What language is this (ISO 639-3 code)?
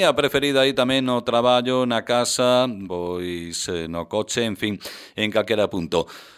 glg